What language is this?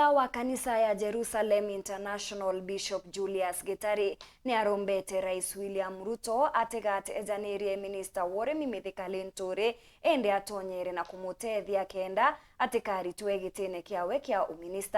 Meru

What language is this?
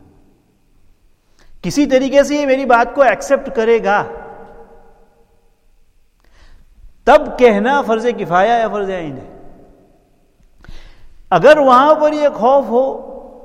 Urdu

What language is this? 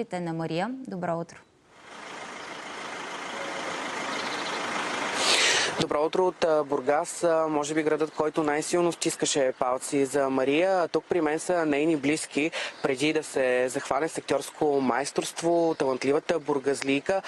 Bulgarian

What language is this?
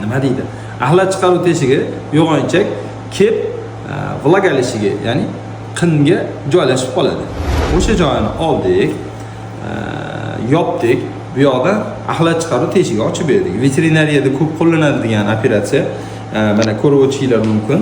Uzbek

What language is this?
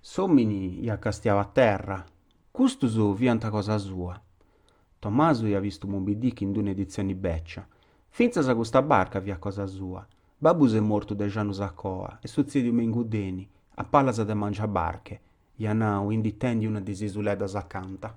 Sardinian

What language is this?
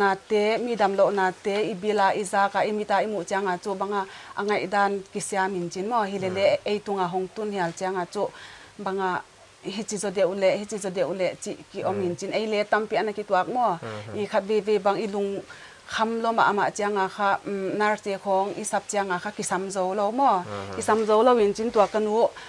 Paite Chin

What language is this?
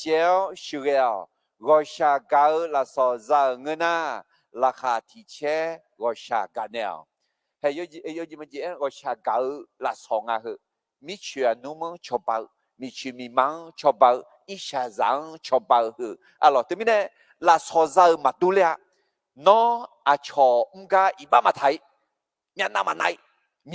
Akha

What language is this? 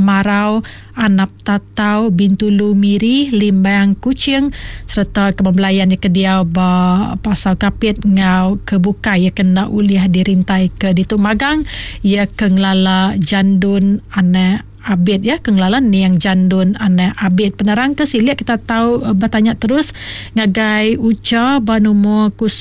Iban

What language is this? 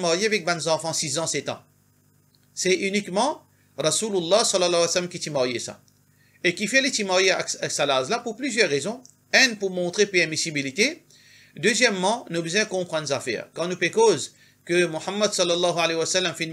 Morisyen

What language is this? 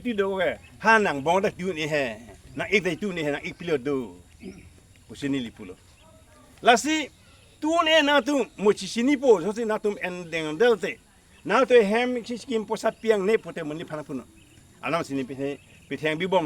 Karbi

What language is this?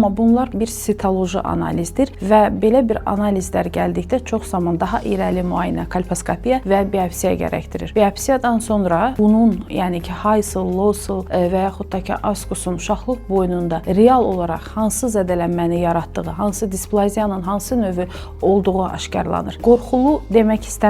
Azerbaijani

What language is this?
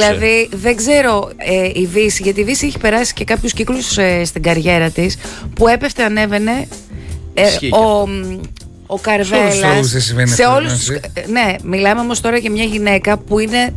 Greek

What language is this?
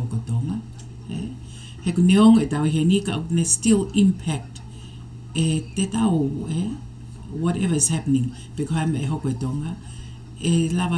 Tongan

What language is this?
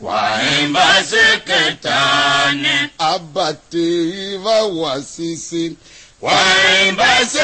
Tiv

